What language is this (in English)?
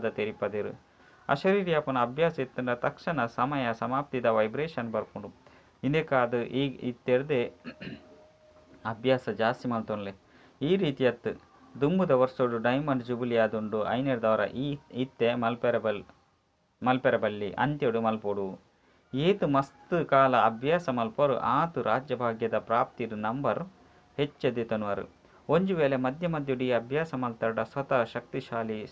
Tulu